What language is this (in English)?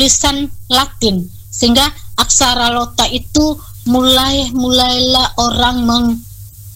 Indonesian